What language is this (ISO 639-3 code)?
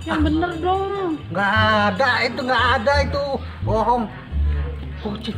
bew